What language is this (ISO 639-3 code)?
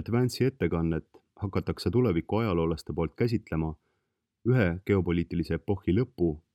est